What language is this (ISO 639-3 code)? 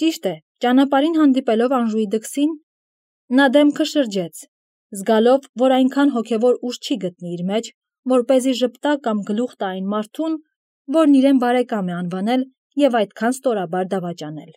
hye